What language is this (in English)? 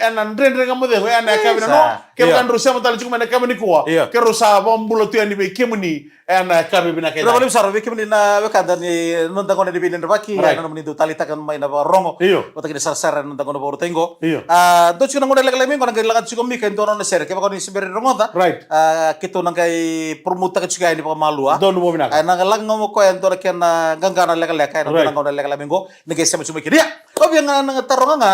Fijian